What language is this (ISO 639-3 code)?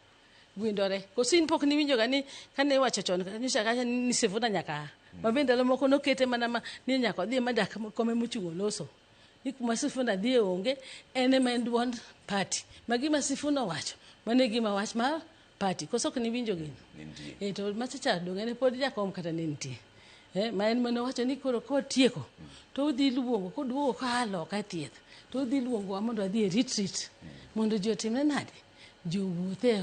luo